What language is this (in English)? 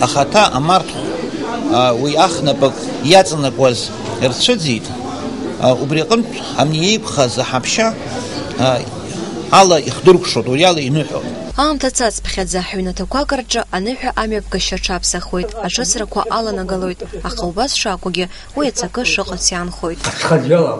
Abkhazian